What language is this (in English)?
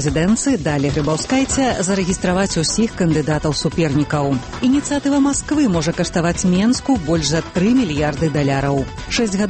Belarusian